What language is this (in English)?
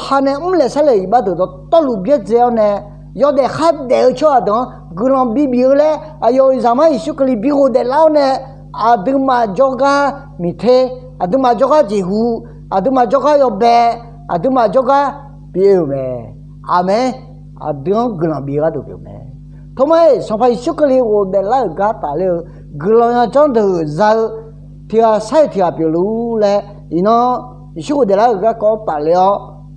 Akha